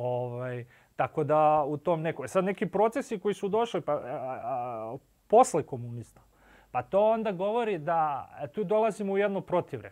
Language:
Serbian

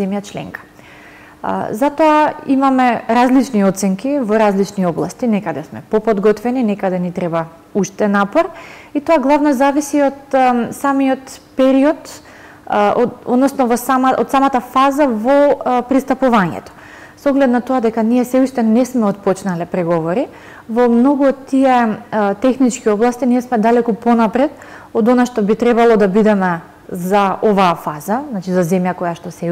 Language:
Macedonian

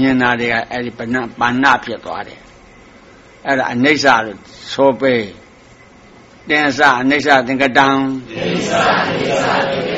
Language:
Burmese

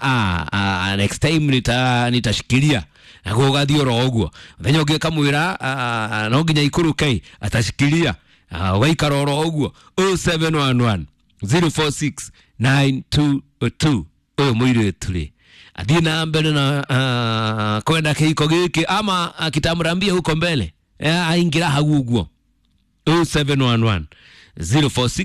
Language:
Kikuyu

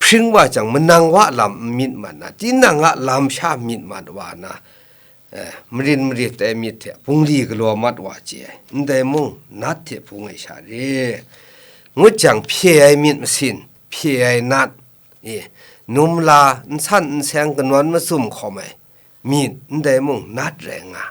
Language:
Kachin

